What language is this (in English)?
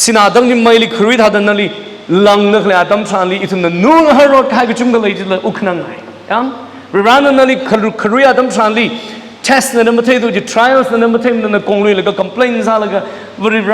Tangkhul Naga (India)